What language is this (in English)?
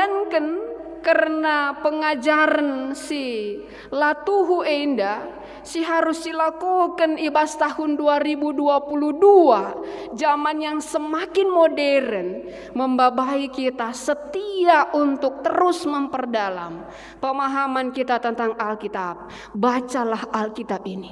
Batak Karo